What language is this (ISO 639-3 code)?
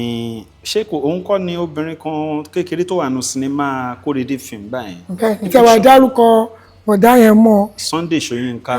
yor